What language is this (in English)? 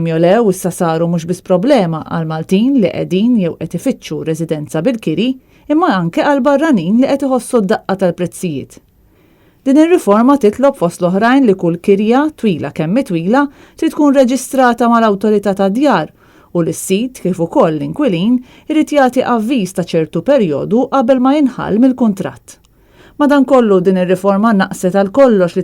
Maltese